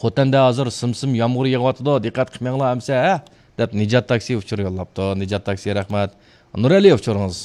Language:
Uyghur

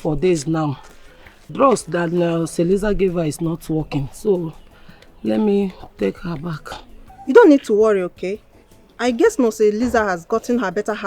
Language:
Nigerian Pidgin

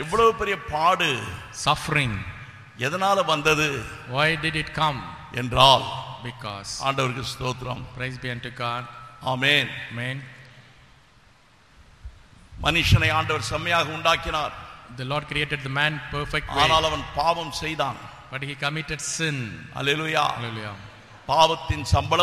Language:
Tamil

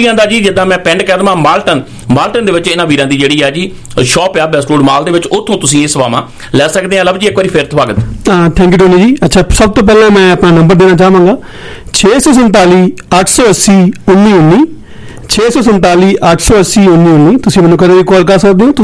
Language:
Punjabi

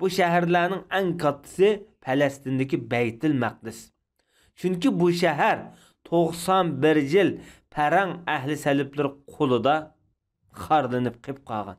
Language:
Uyghur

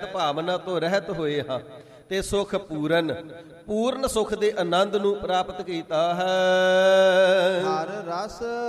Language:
Punjabi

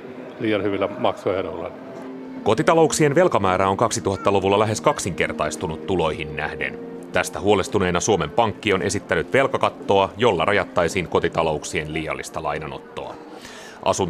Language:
Finnish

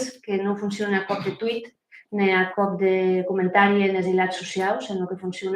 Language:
Occitan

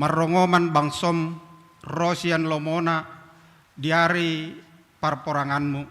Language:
Batak Toba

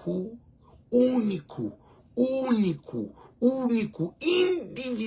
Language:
Kabuverdianu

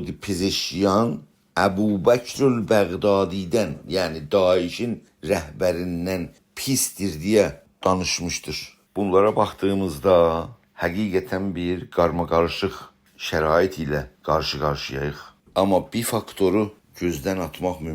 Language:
South Azerbaijani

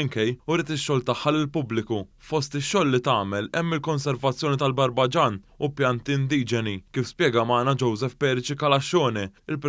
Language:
Maltese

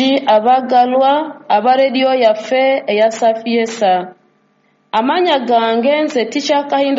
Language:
Ganda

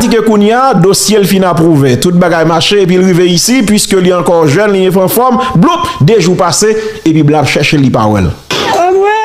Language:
Haitian Creole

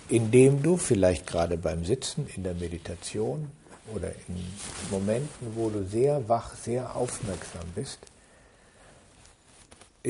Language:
German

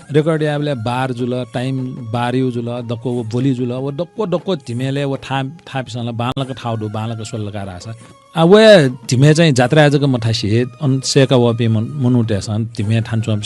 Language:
Newari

